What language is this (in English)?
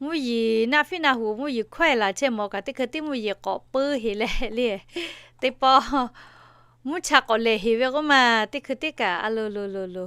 Lahu